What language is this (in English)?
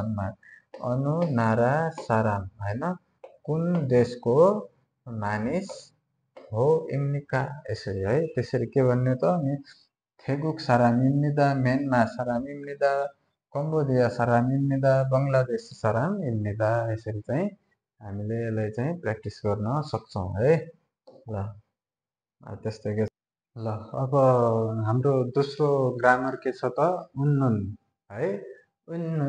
Nepali